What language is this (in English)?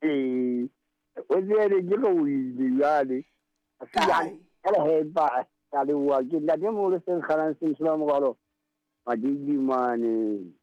Southern Sotho